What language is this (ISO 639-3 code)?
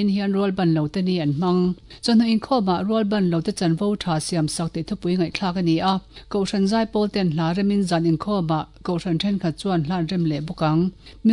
lus